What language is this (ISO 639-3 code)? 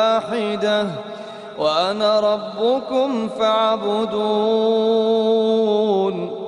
ara